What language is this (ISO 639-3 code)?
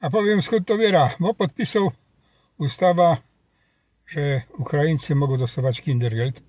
szl